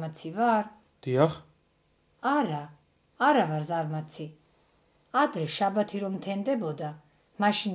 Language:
Georgian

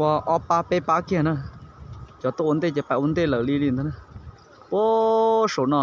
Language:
Hmong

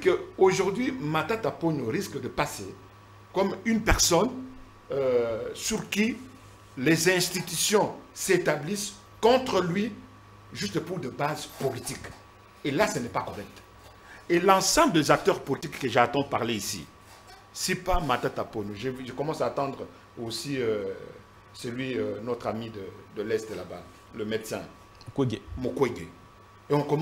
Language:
French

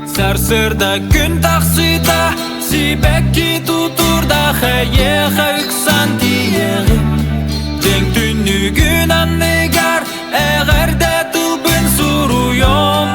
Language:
Yakut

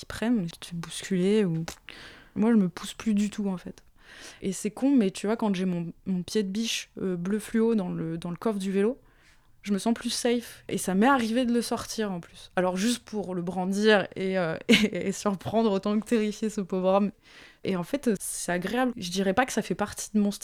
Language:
French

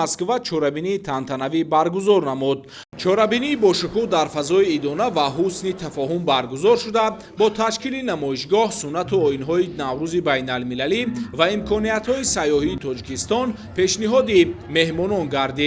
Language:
Tajik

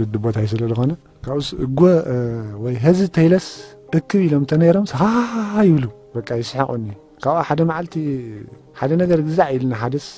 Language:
Tigrinya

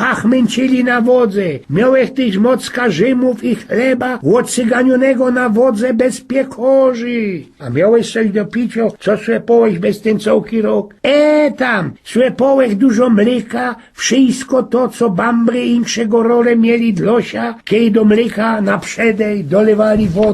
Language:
Silesian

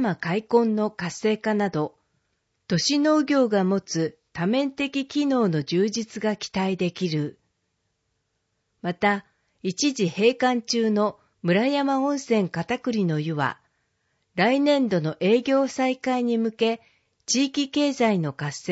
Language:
Japanese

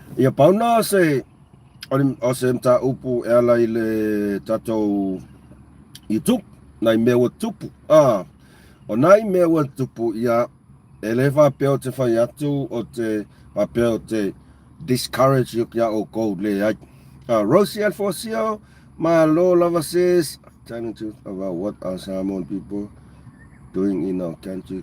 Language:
Samoan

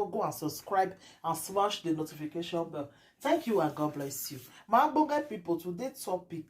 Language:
Nigerian Pidgin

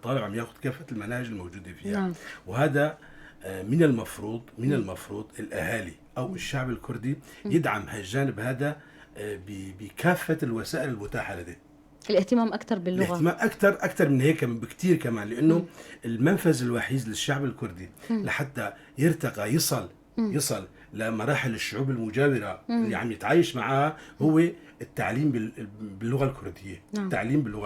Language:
North Levantine Arabic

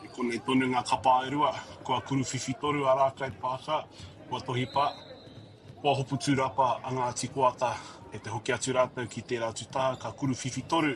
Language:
Māori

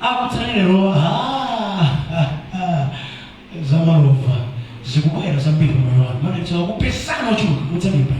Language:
Nyanja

